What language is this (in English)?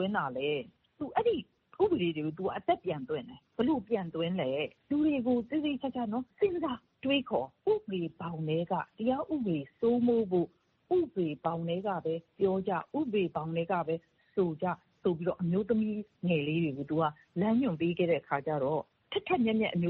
Burmese